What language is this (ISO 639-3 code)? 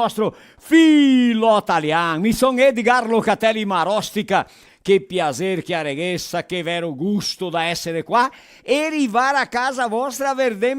vec